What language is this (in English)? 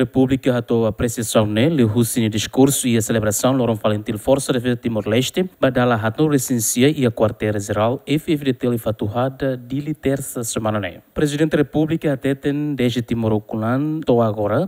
Tetum